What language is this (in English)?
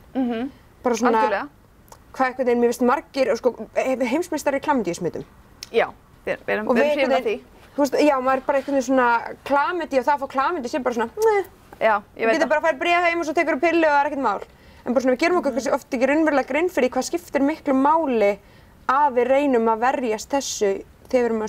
Icelandic